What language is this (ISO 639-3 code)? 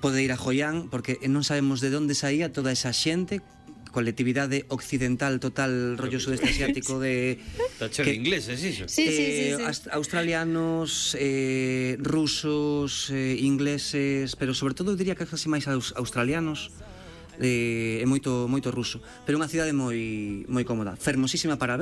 glg